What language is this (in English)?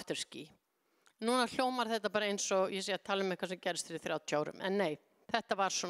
Icelandic